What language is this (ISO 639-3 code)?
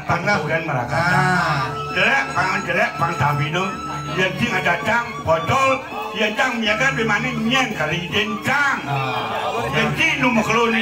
ban